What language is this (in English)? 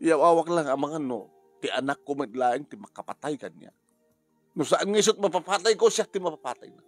Iloko